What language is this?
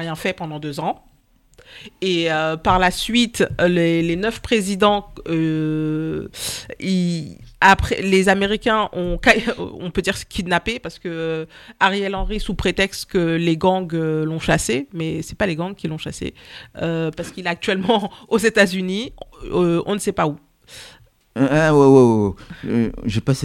French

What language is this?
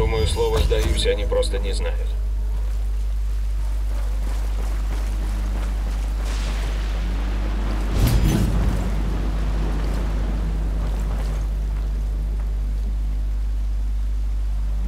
Russian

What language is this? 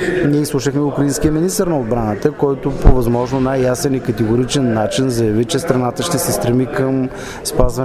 Bulgarian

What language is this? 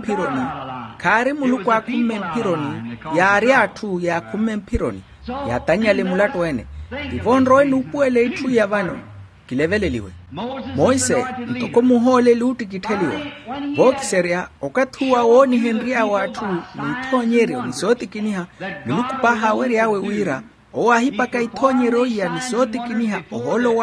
Makhuwa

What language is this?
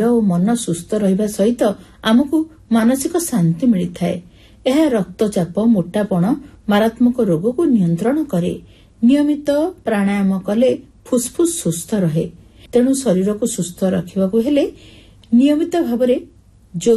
Odia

